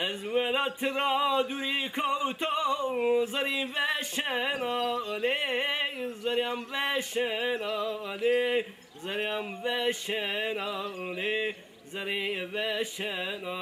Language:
Zaza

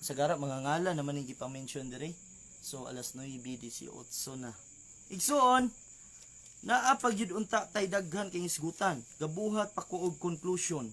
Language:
Cebuano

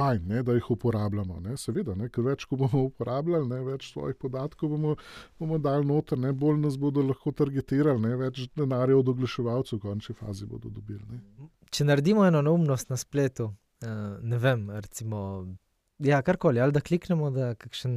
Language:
Slovenian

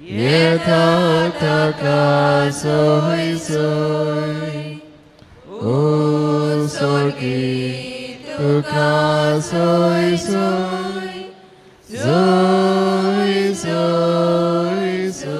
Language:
Konkani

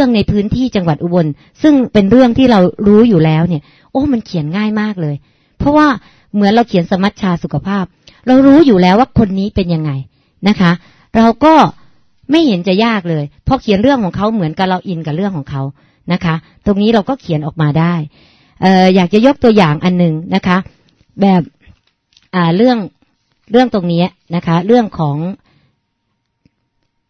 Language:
Thai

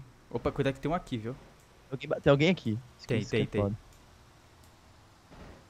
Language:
Portuguese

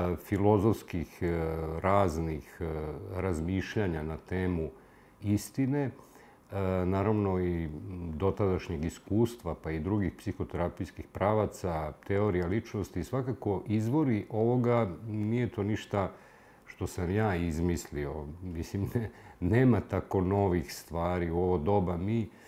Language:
Serbian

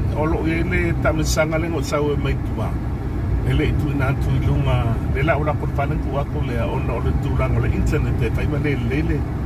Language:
Samoan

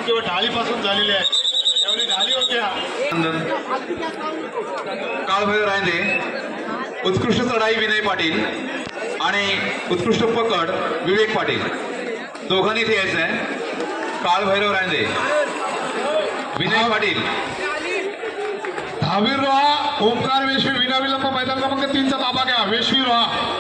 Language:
Marathi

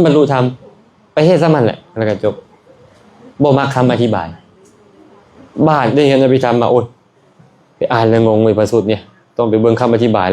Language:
Lao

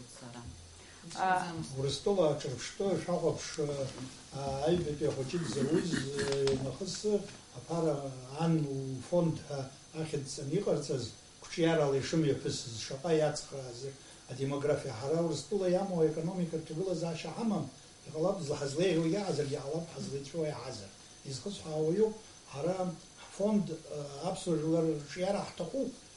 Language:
Abkhazian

